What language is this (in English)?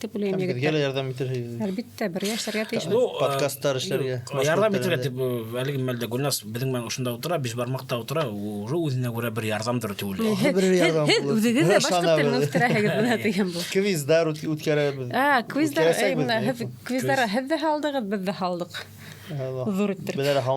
Bashkir